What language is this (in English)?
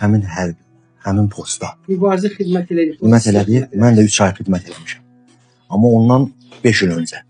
Azerbaijani